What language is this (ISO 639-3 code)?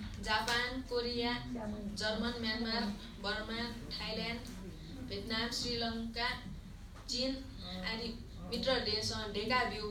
new